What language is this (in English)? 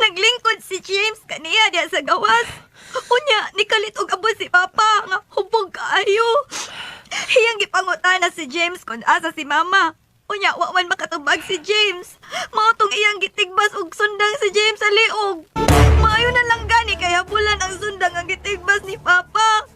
Cebuano